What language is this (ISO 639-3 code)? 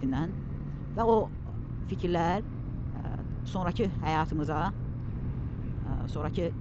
aze